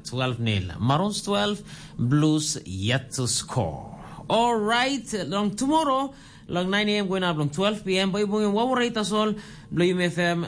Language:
Tok Pisin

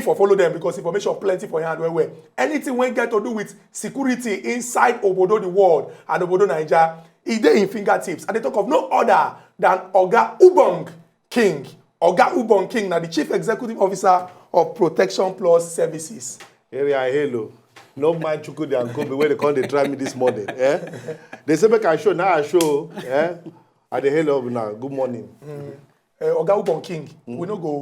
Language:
Nigerian Pidgin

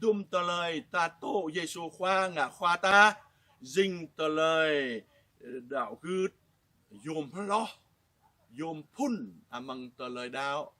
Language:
Jarai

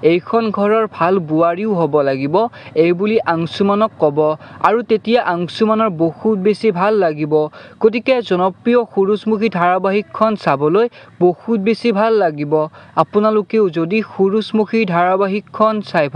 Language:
Assamese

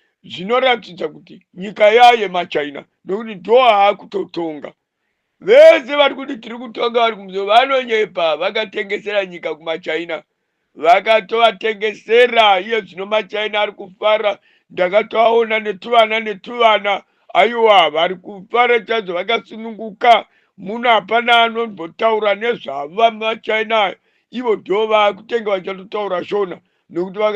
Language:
Shona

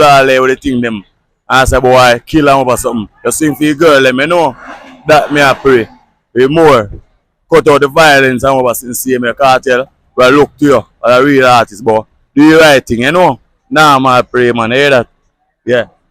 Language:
Jamaican Creole English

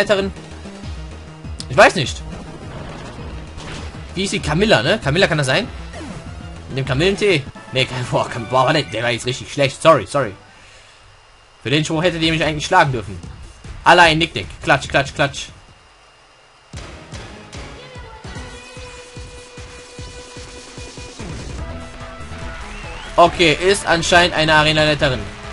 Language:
German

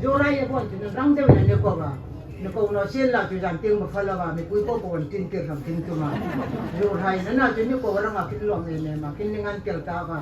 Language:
Hmar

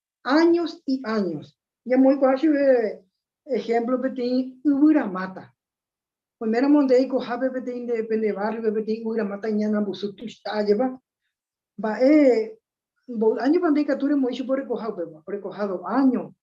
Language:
Guarani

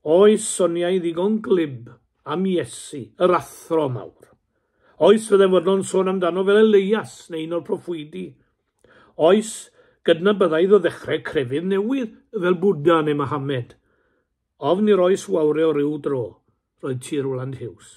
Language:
Welsh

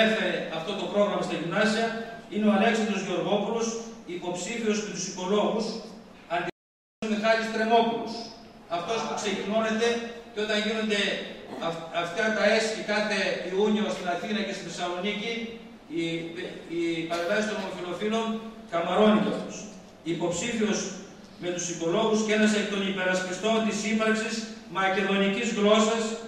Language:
Greek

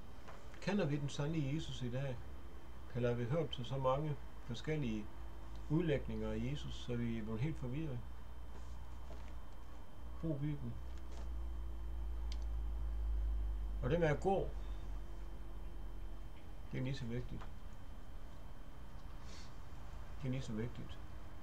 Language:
Danish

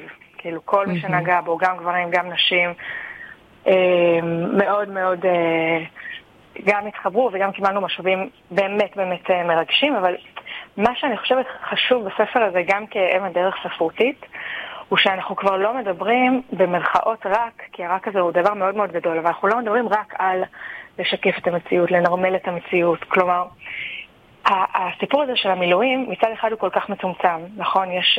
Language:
Hebrew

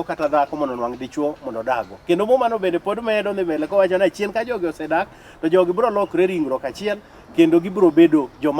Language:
Luo (Kenya and Tanzania)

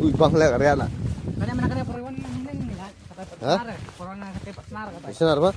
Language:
Khasi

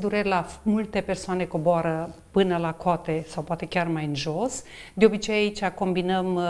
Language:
Romanian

